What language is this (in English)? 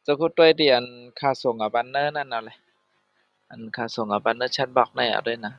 Shan